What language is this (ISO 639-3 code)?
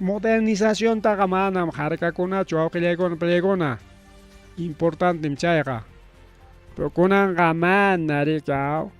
quy